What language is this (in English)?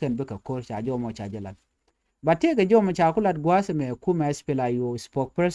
Nuer